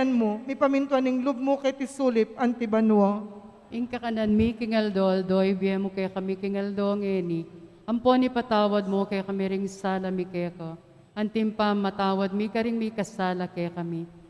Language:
Pampanga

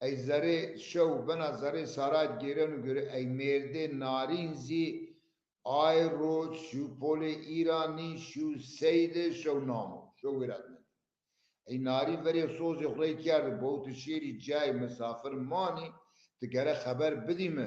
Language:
Zaza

